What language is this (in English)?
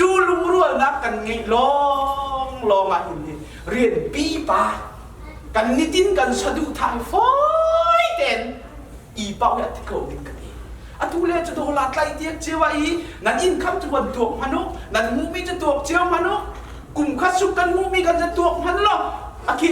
Hakha Chin